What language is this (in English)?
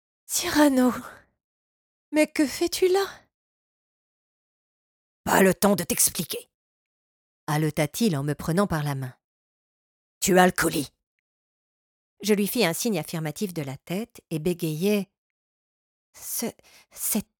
French